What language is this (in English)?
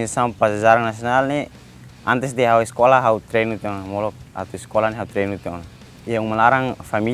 Tetum